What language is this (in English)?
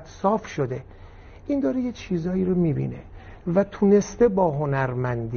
Persian